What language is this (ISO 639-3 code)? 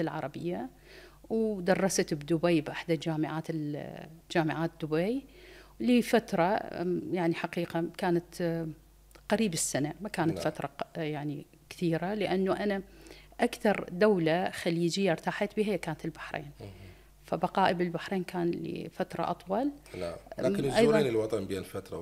acm